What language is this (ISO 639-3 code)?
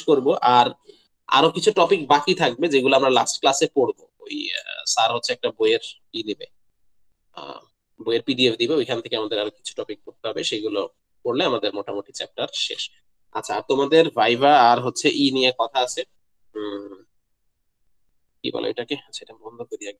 ben